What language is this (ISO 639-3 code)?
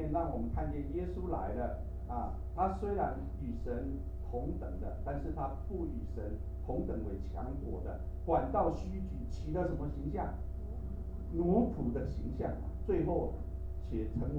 zho